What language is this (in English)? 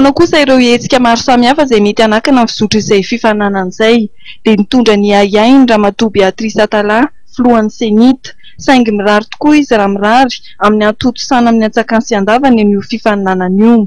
Malagasy